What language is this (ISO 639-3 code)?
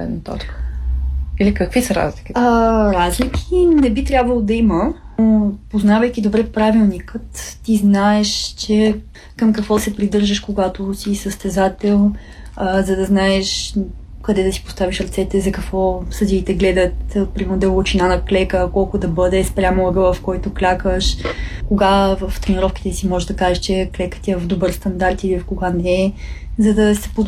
bul